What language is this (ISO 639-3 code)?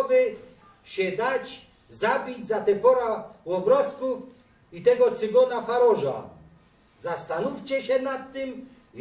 szl